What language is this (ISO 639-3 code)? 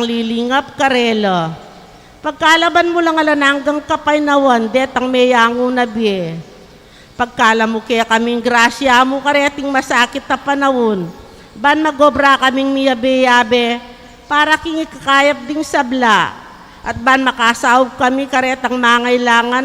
pam